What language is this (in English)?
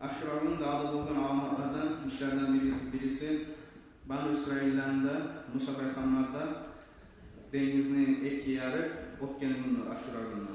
Kumyk